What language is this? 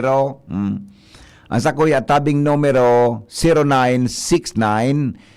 Bikol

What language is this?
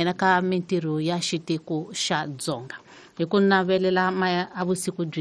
Tsonga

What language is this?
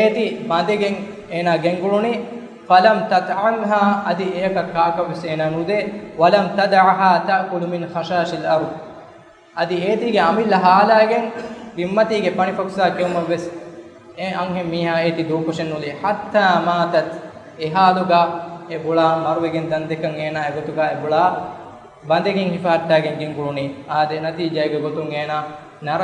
Divehi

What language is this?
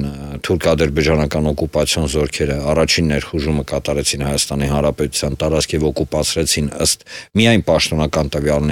Armenian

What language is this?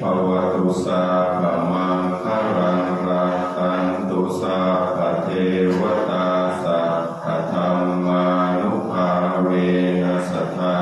Pali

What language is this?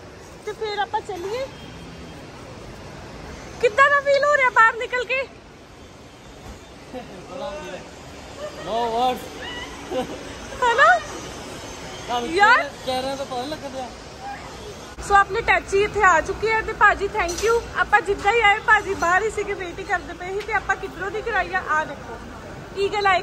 Punjabi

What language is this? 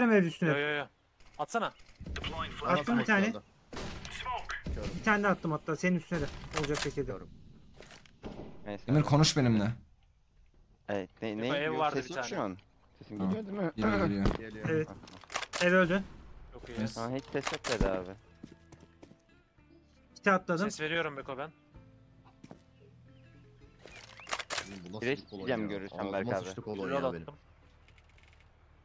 Turkish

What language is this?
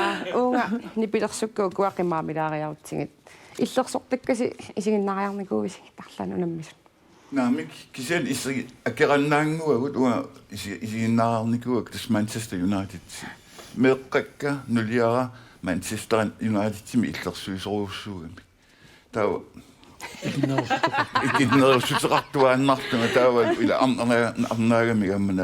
Kalaallisut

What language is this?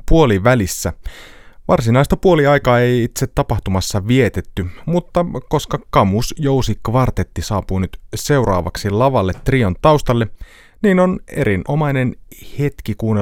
Finnish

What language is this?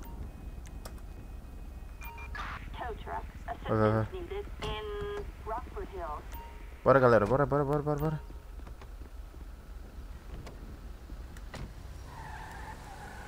Portuguese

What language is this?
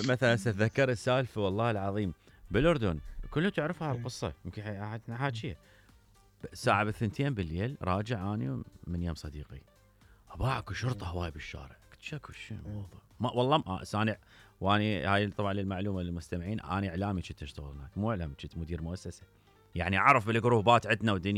Mesopotamian Arabic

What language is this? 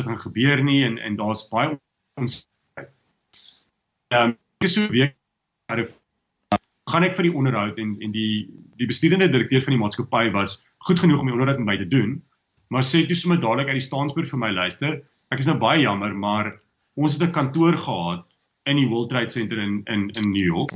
Afrikaans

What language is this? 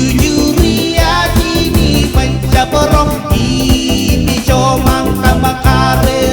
Marshallese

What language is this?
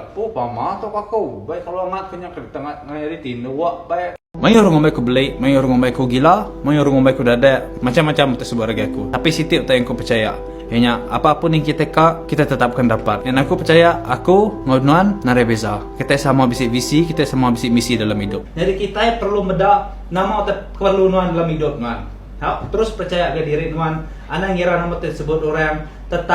Iban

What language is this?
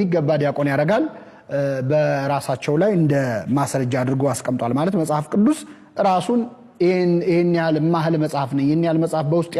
Amharic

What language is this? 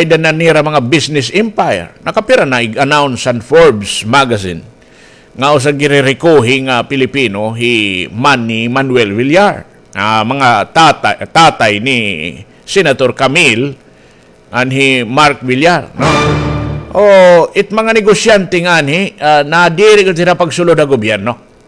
Waray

